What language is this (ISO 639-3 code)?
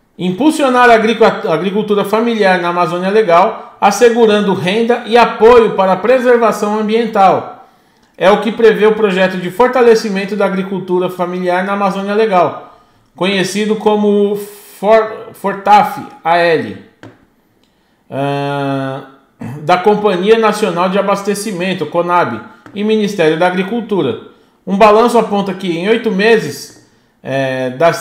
por